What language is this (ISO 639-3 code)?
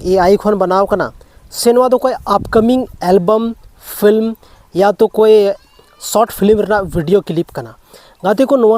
sat